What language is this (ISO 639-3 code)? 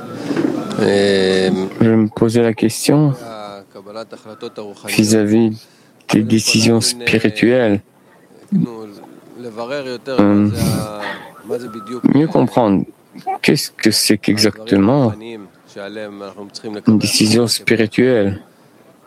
fra